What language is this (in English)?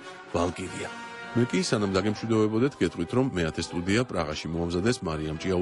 Georgian